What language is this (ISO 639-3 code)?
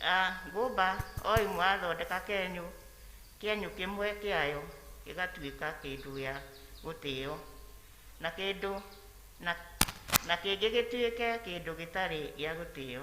kik